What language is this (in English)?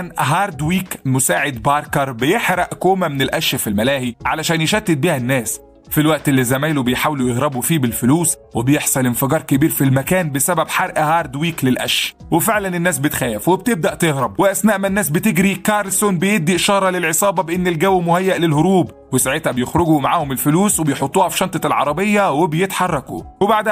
Egyptian Arabic